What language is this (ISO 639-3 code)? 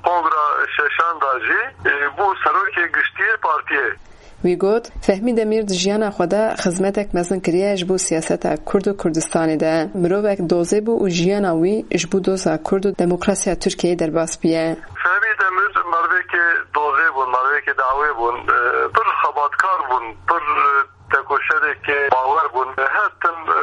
kur